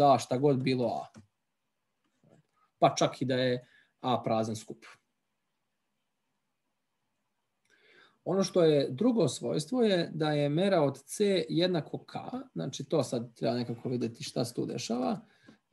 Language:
Serbian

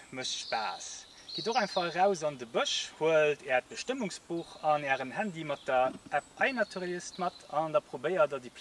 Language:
Luxembourgish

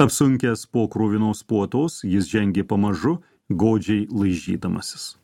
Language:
Lithuanian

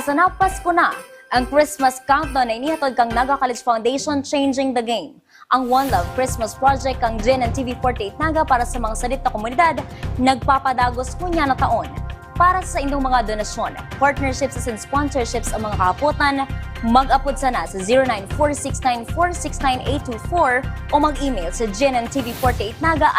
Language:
Bikol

